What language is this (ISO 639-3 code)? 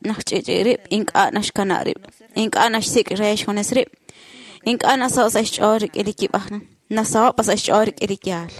kek